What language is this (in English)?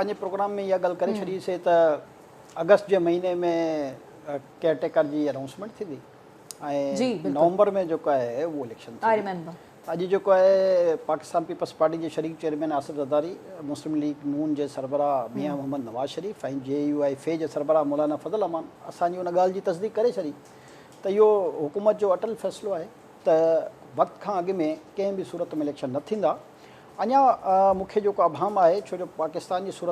Sindhi